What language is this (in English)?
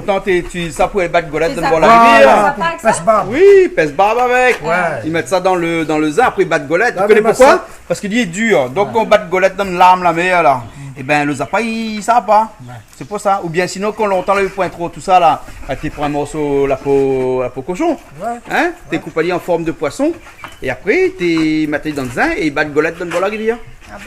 Réunion Creole French